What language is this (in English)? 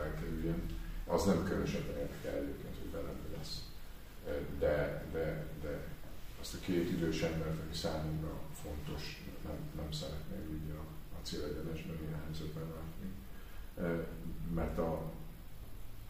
Hungarian